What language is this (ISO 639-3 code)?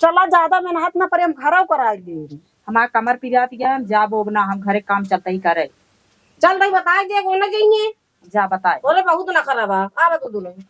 awa